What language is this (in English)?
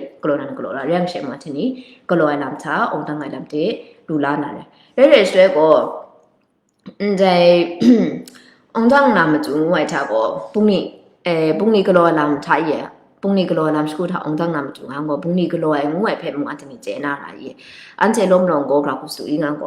Kachin